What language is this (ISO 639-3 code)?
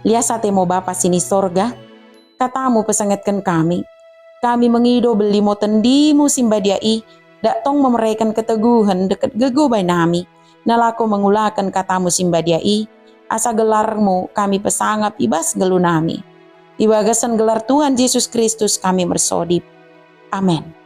btd